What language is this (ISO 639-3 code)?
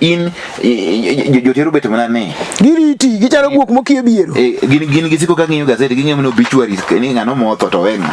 luo